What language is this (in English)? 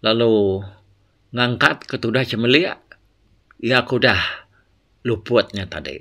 Iban